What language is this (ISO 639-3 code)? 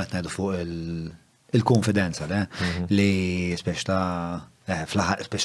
mlt